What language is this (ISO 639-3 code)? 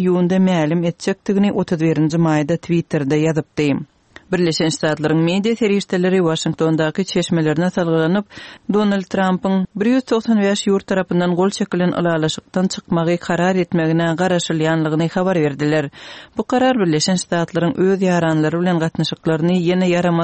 tuk